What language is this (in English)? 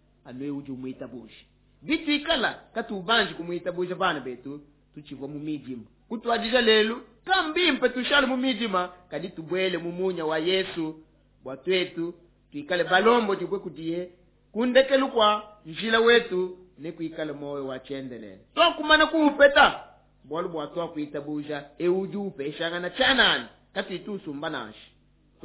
Luba-Lulua